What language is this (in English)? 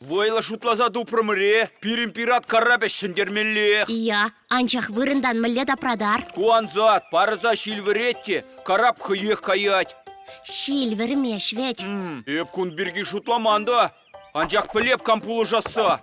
Chuvash